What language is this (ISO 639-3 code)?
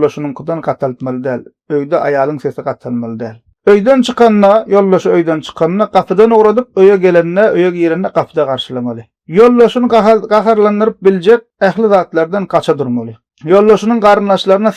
tuk